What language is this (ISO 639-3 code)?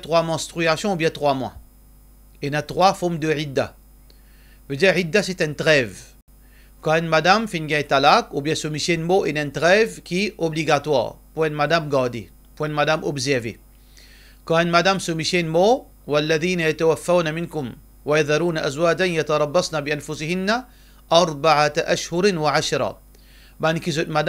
mfe